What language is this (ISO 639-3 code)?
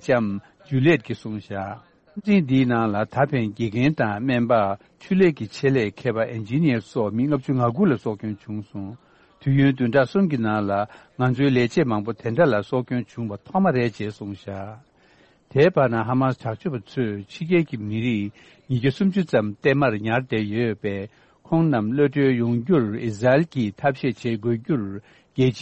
bod